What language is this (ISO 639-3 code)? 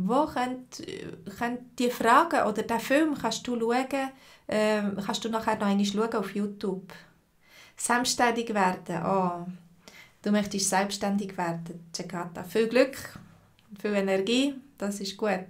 gsw